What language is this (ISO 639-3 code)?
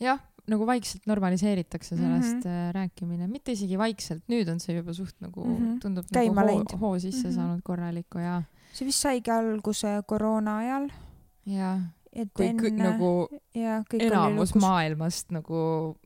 est